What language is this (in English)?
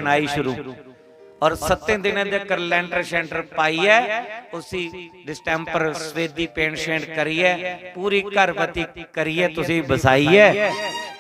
Dogri